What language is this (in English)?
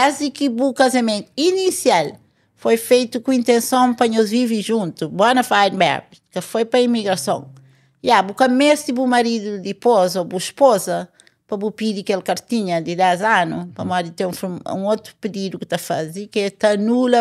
Kabuverdianu